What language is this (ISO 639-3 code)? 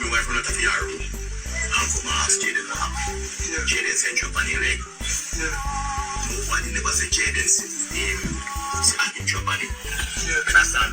jam